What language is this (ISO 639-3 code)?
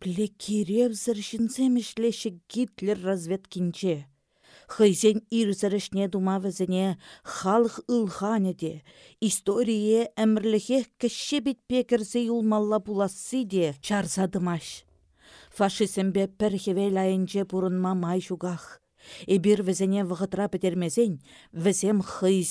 chv